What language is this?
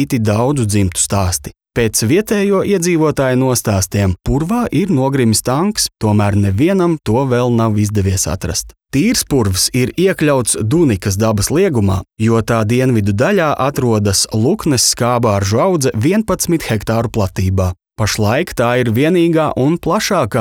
Latvian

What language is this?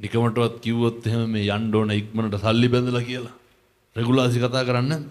Sinhala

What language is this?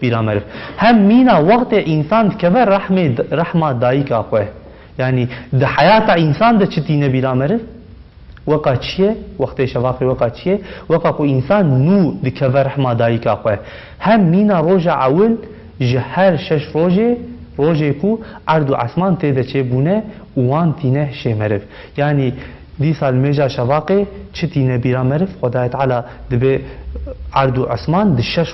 Kurdish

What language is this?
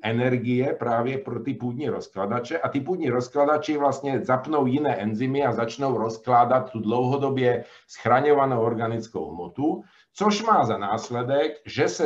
Czech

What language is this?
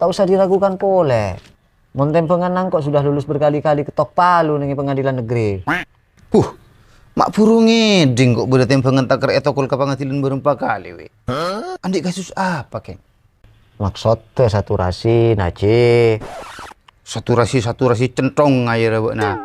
Madurese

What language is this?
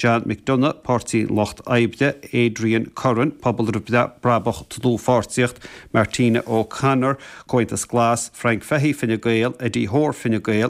Irish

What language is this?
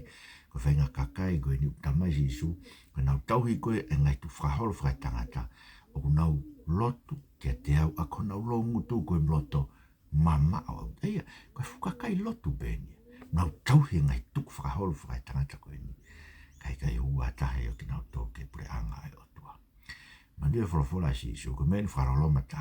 Tongan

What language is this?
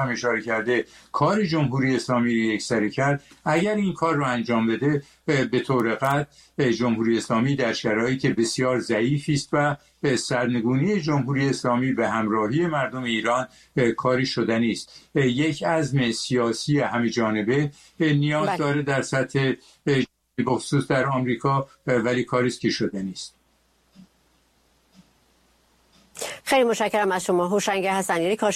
Persian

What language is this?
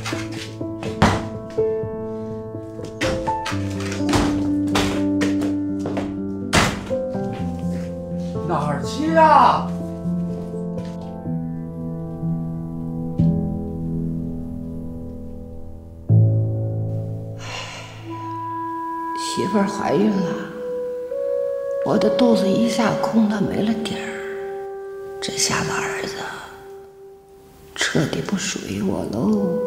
Chinese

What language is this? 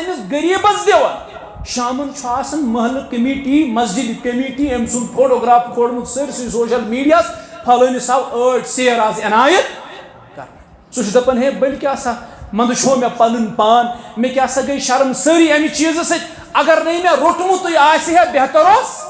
Kashmiri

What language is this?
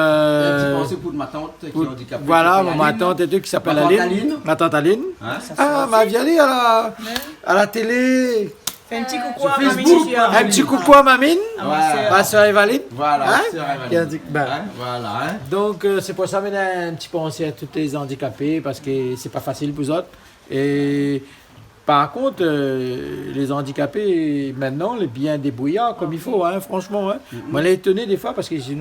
Réunion Creole French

